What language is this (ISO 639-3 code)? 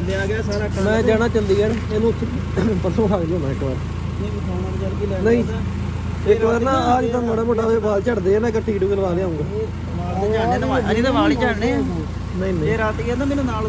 pan